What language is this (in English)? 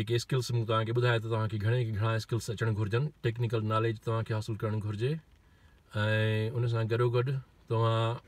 Sindhi